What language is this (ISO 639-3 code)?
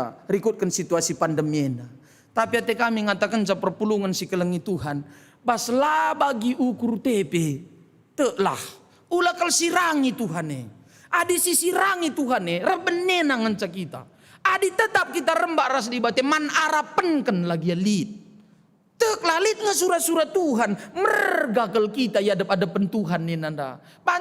btx